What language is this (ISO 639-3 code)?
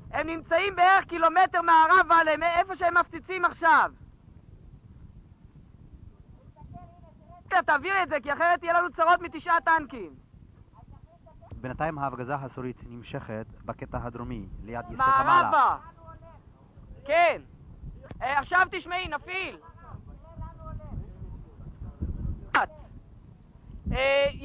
heb